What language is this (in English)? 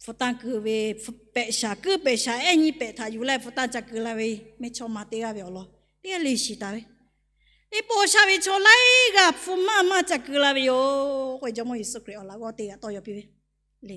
Lahu